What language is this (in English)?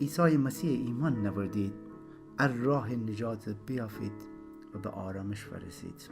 Gilaki